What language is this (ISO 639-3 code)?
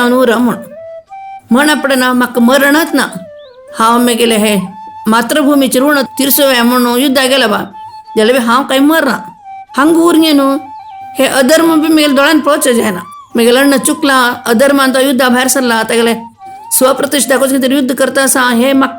kok